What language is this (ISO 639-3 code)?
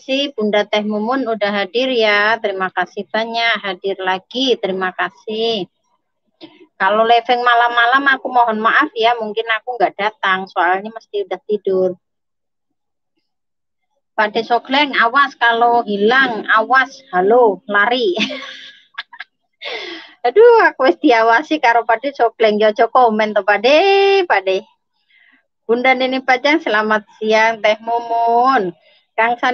ind